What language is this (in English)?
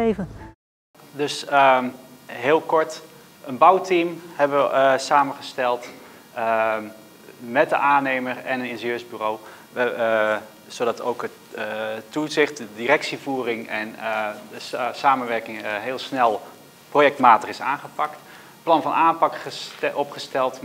Dutch